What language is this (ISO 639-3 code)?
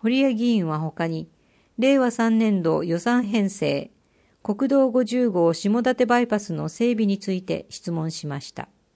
jpn